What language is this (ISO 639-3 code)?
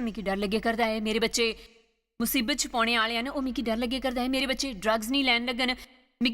doi